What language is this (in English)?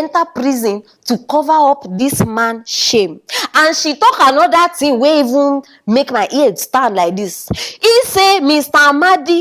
Nigerian Pidgin